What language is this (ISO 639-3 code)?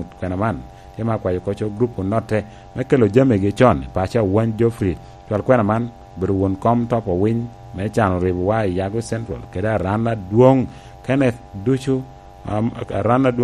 laj